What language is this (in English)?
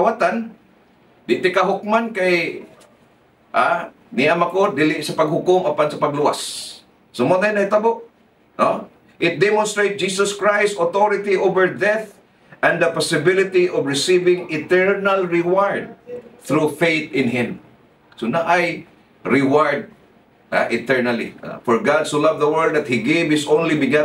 Cebuano